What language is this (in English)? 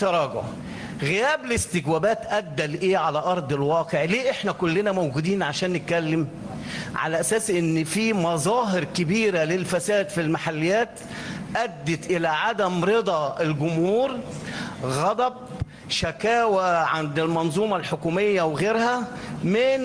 Egyptian Arabic